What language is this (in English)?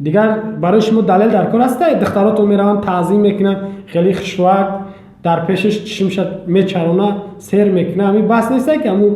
Tajik